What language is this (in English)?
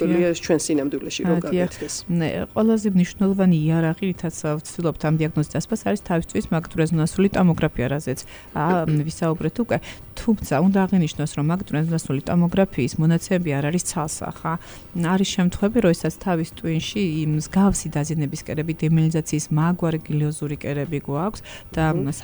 Georgian